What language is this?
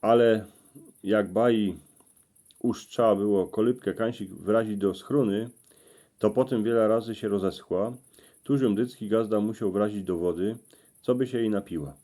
Silesian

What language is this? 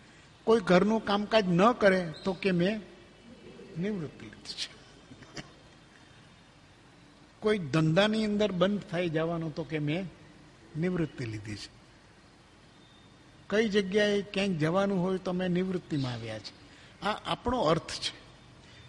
Gujarati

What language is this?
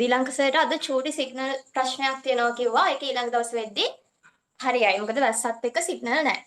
Sinhala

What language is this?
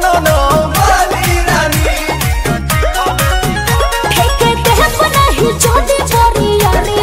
Bhojpuri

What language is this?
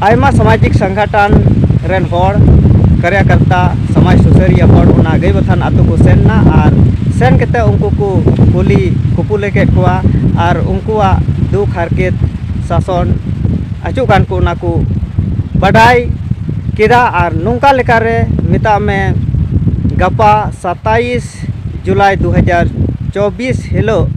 Santali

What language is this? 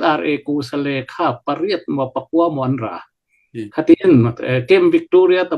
Hakha Chin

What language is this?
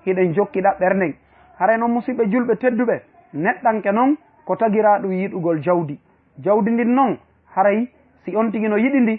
Fula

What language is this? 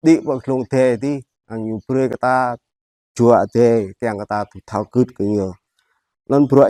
Jarai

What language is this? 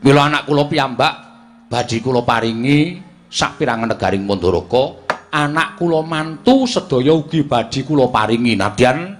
Javanese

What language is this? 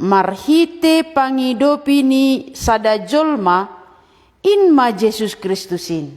Batak Simalungun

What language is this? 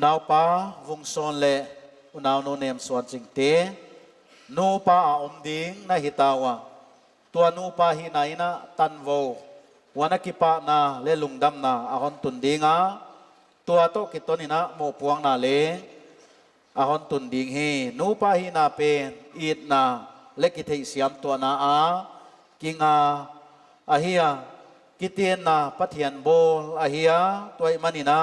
Paite Chin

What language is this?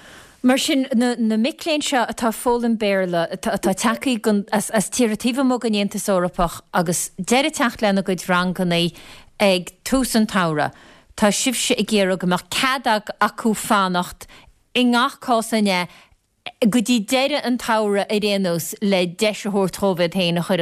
Irish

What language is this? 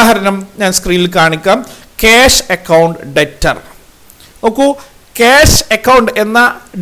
Malayalam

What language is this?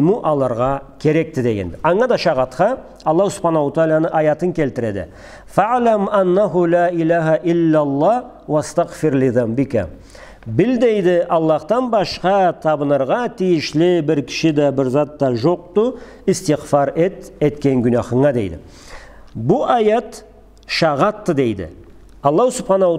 Karachay-Balkar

